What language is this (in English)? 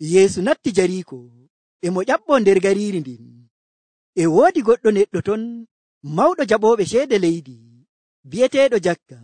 Nigerian Fulfulde